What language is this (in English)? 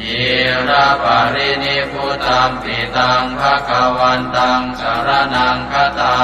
Pali